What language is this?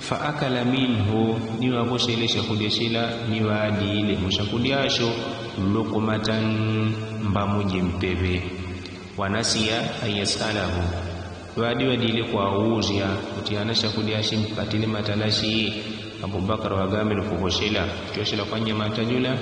Yao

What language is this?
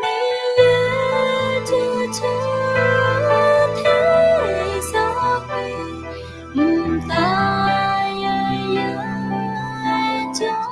Akha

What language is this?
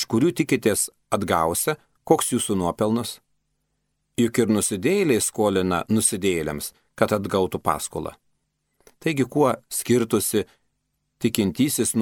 Lithuanian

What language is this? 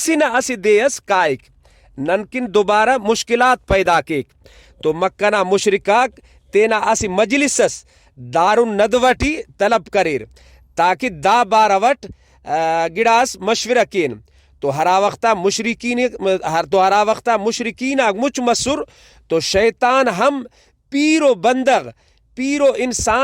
Brahui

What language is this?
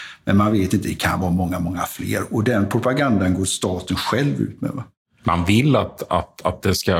Swedish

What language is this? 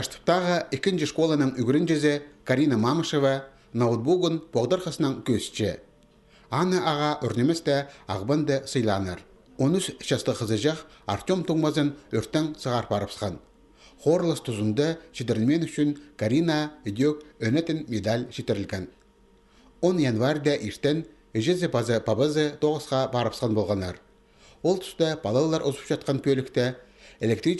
Khakas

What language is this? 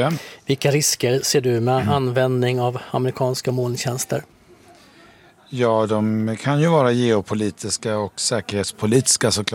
Swedish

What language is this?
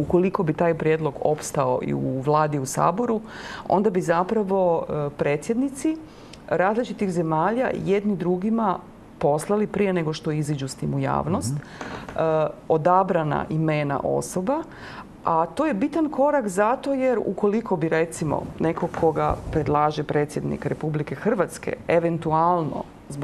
Croatian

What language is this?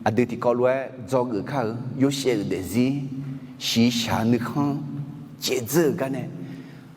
Akha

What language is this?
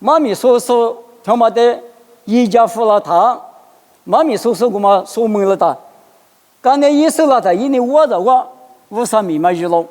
Lisu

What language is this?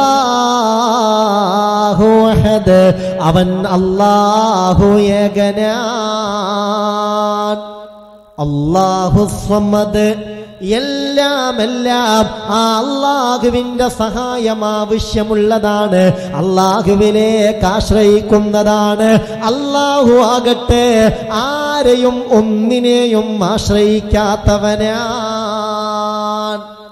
Malayalam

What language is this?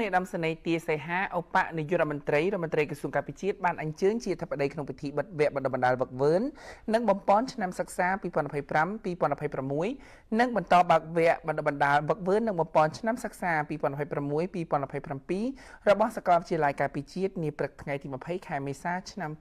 Khmer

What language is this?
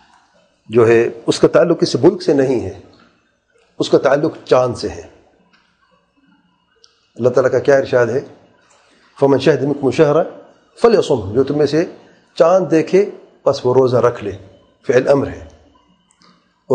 Urdu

